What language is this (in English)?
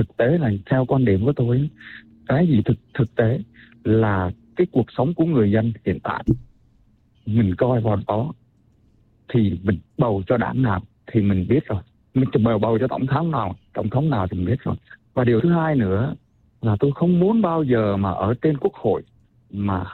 Vietnamese